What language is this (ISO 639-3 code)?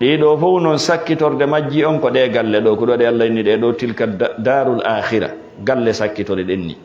ful